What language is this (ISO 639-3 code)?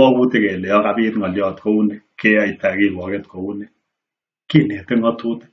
kln